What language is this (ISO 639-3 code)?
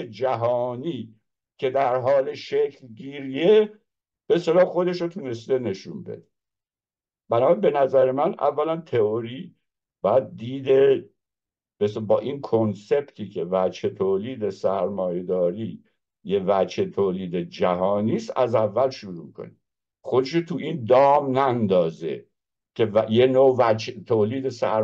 fas